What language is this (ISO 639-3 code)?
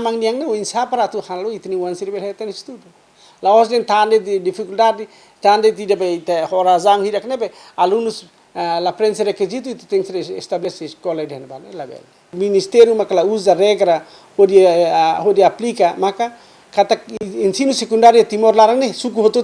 tet